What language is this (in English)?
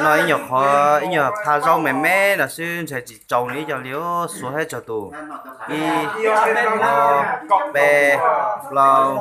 Hmong